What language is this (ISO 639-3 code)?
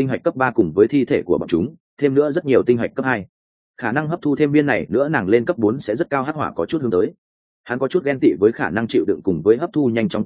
vie